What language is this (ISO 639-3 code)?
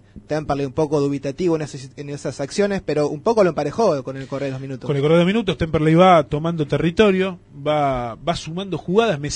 spa